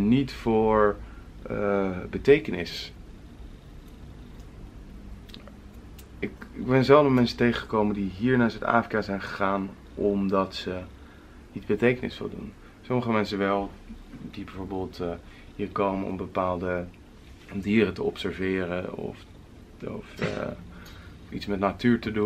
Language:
Dutch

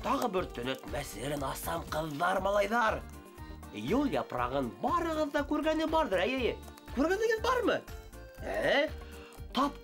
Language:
Bashkir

